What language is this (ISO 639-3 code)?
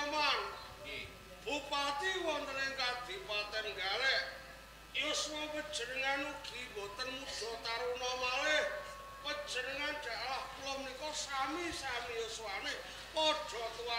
jav